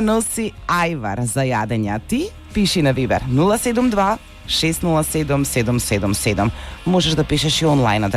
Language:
Macedonian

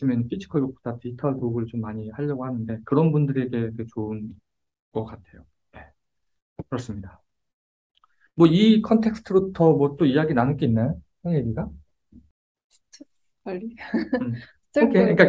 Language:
Korean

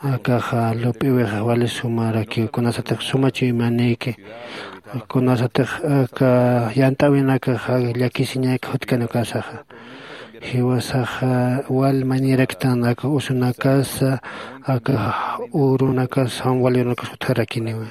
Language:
Aymara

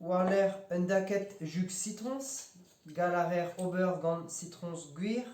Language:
Breton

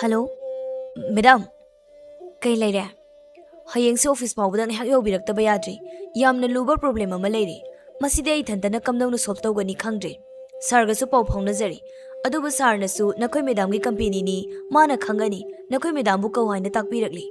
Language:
Manipuri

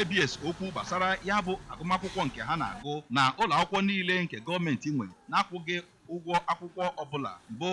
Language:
Igbo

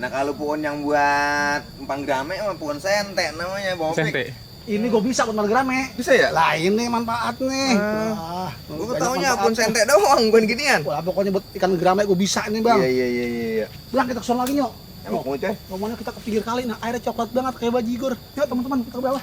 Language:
Betawi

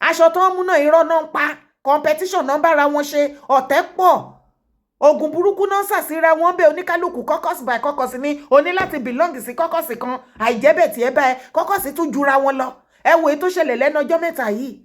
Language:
Yoruba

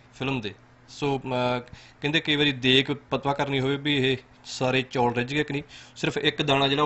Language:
Punjabi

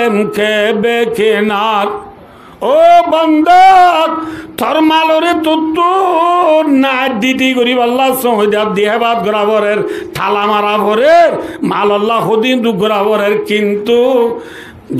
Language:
Rohingya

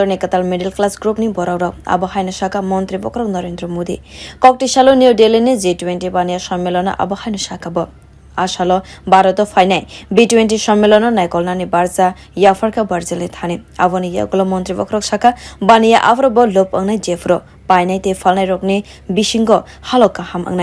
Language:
Kok Borok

